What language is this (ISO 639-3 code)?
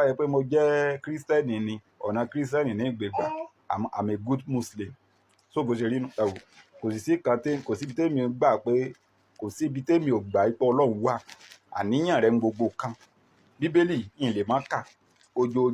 yor